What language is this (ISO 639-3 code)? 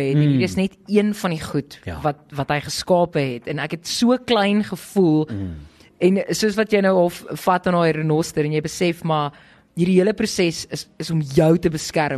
afr